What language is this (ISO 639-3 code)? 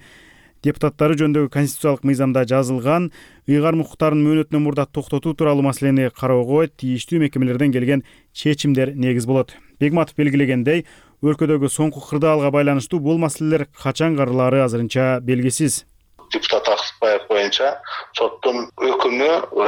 kir